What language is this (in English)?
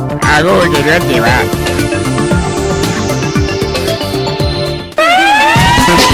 Basque